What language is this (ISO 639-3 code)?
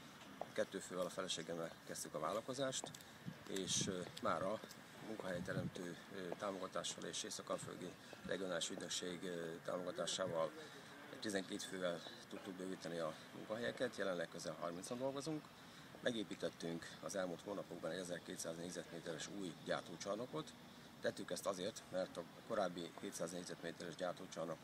hun